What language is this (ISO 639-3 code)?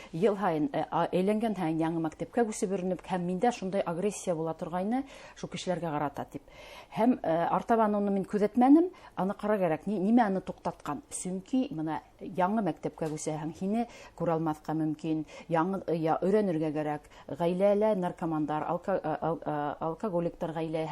bak